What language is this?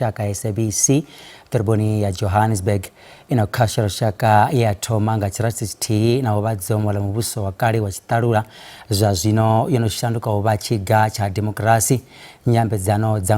Venda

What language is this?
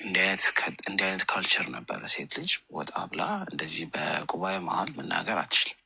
Amharic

